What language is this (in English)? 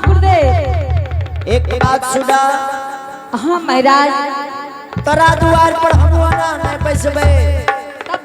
Angika